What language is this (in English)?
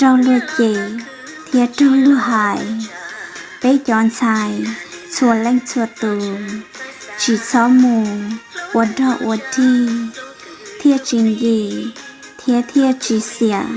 Hmong